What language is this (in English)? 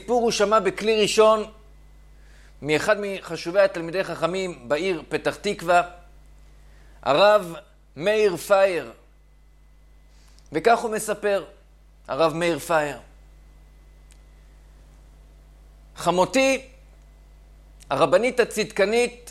Hebrew